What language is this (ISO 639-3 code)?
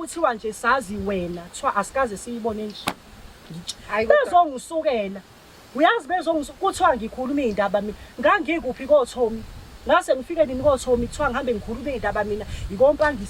zul